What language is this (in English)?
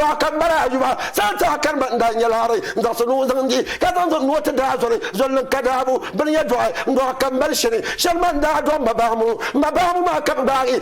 Dagbani